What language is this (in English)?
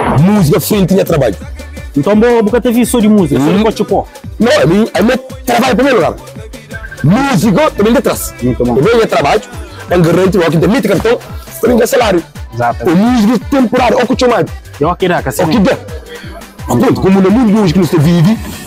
Kabuverdianu